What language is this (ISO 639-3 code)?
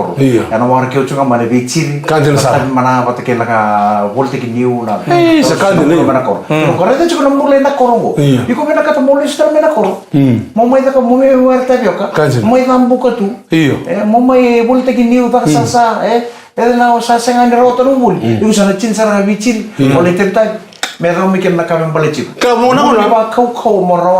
fij